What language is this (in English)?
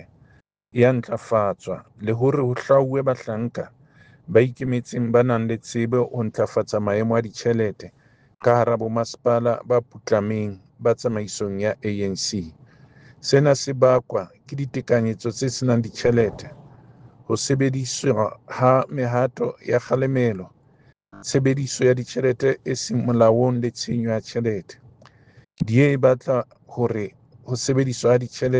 Southern Sotho